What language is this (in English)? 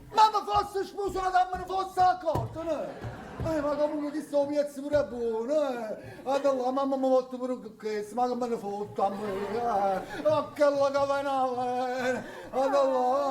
Neapolitan